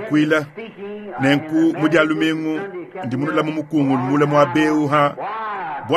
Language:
Luba-Lulua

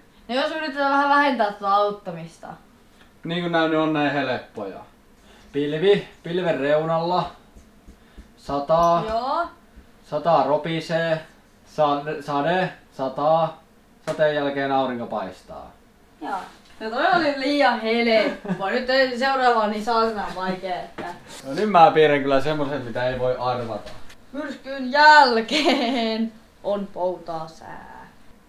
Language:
Finnish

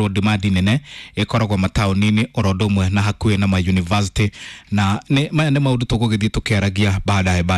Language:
Kikuyu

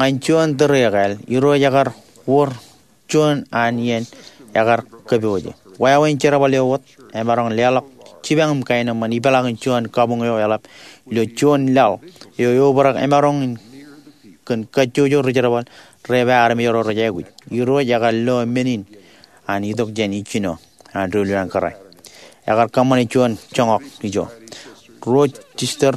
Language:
Marshallese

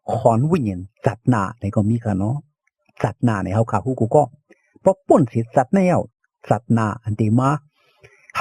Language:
Shan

